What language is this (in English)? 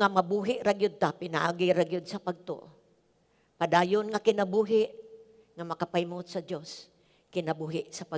Cebuano